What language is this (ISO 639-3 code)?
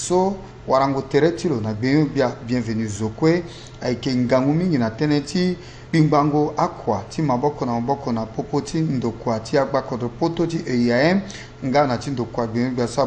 sag